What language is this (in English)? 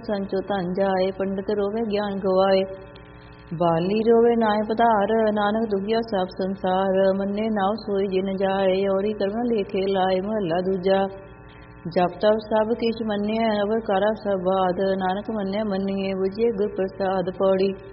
Punjabi